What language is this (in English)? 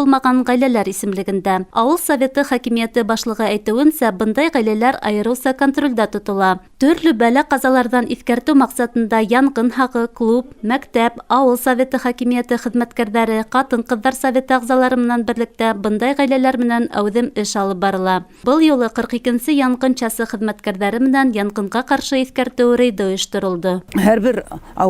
Bashkir